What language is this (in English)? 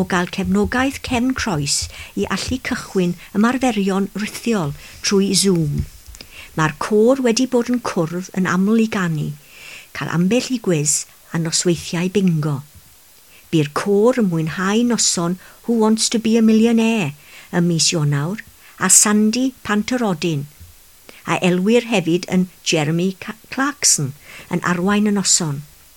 Welsh